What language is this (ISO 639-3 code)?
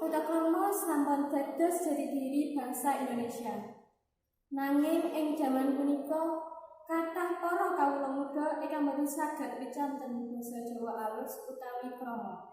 jav